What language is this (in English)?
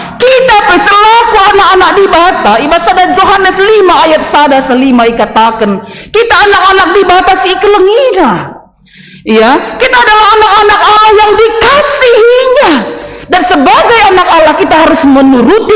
Batak Karo